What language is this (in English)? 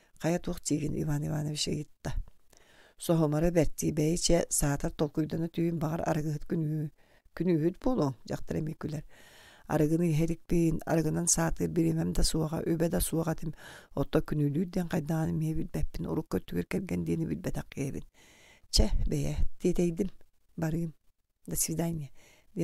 Yakut